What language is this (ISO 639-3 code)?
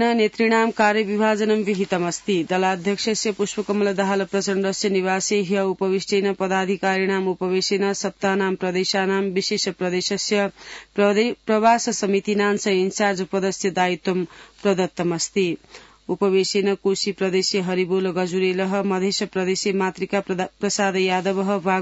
san